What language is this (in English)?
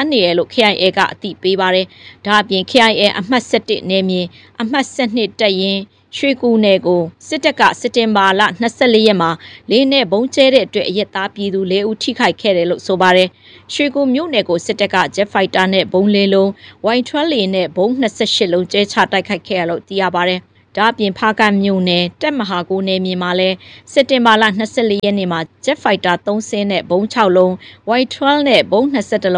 Burmese